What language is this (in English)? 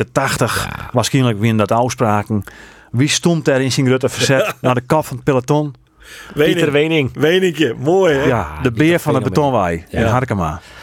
Western Frisian